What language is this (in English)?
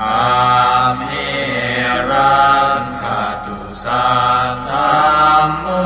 Pali